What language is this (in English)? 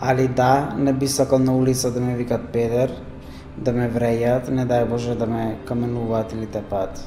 Macedonian